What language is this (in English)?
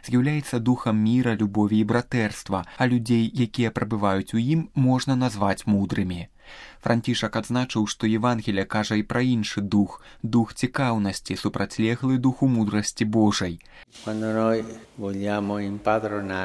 Belarusian